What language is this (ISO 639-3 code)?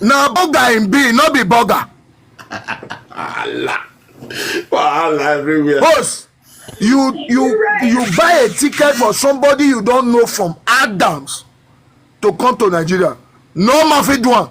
pcm